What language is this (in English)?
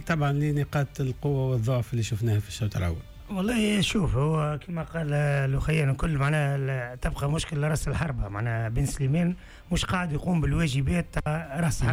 Tunisian Arabic